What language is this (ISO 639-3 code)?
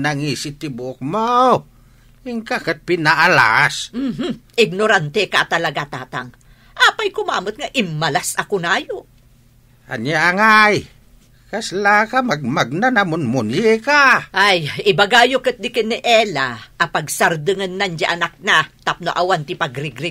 ilo